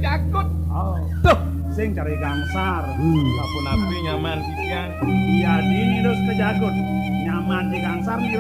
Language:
Balinese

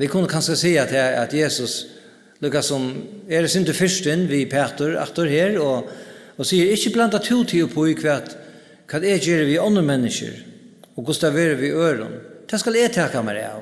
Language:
Faroese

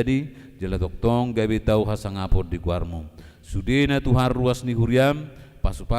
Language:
Batak Toba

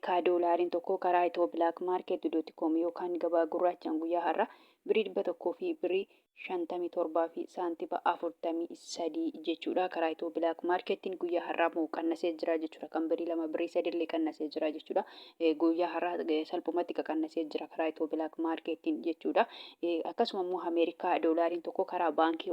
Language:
Oromo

